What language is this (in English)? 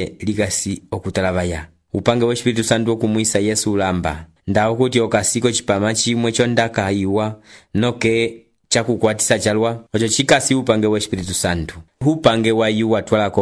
Umbundu